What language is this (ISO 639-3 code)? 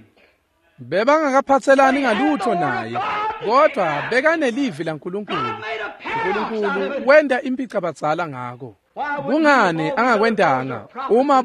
ssw